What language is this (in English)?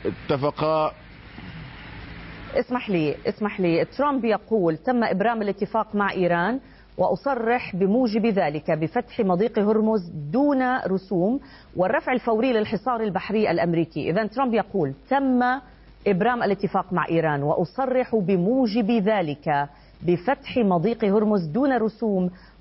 Arabic